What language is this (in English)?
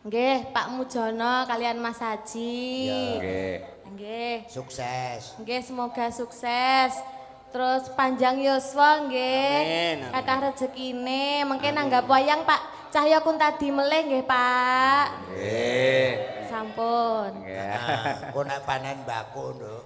Javanese